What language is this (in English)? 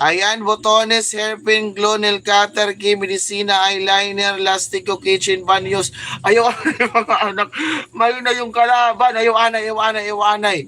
Waray